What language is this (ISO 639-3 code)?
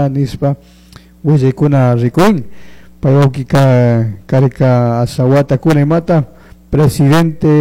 qug